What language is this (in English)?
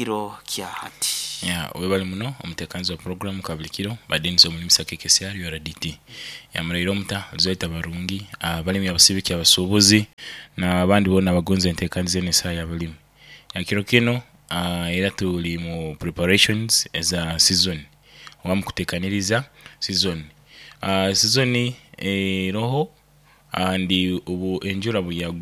Nyoro